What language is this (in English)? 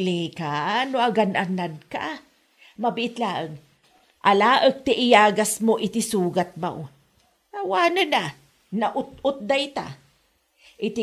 Iloko